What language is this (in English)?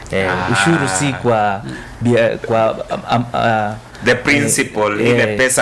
Swahili